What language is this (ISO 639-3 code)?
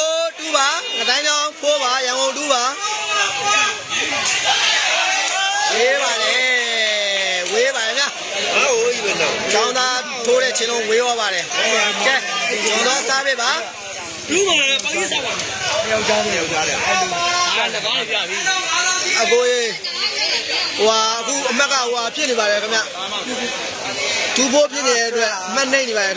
mya